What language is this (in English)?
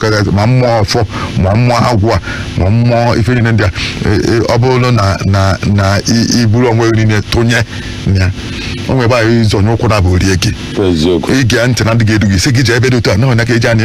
Igbo